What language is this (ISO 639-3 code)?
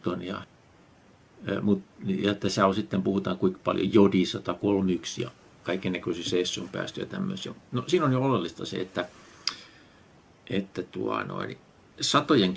fin